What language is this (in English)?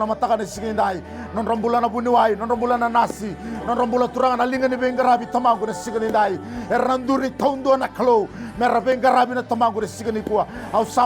Fijian